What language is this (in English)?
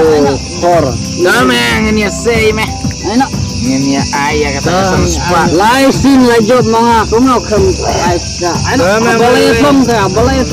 Khasi